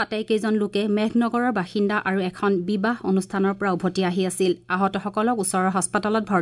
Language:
Assamese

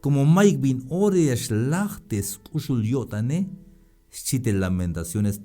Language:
Tzeltal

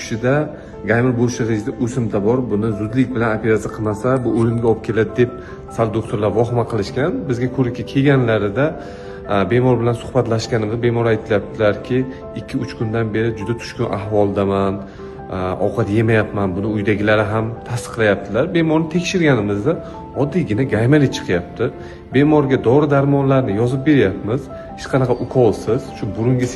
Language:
Uzbek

